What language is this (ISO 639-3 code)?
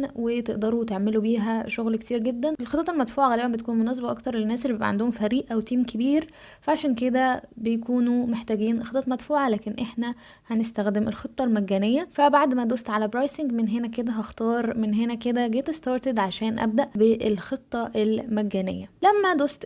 arz